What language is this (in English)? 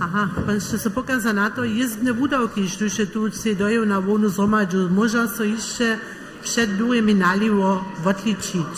Upper Sorbian